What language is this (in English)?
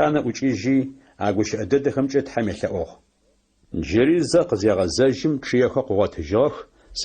Adyghe